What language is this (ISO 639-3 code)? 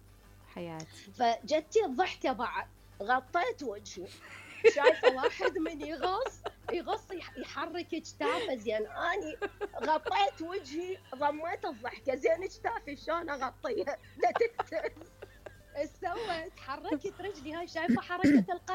acm